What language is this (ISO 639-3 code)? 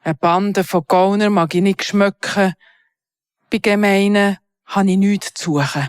gsw